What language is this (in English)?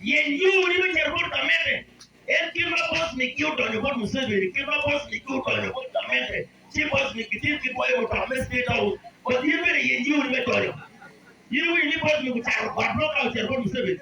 Acoli